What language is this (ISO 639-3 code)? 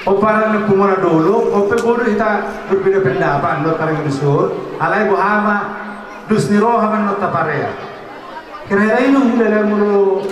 bbc